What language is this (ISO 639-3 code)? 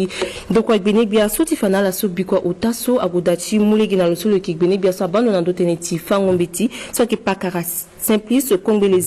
sag